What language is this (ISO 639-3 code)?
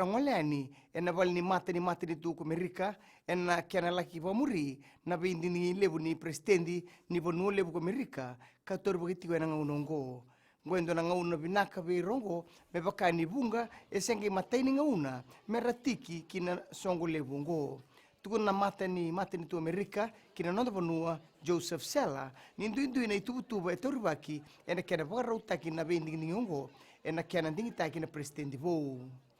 fij